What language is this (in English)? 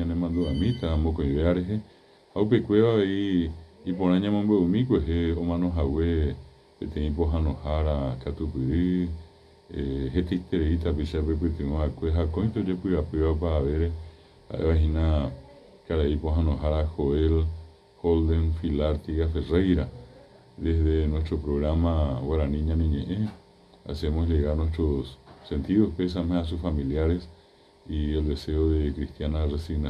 Guarani